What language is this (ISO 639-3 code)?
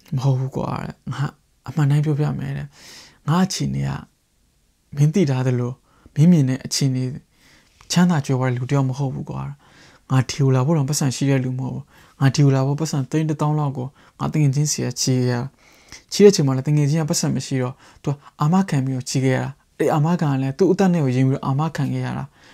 mya